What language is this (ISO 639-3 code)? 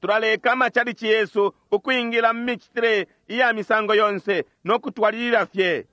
bem